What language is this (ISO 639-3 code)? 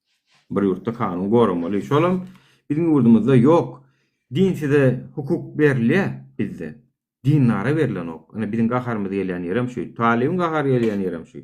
tuk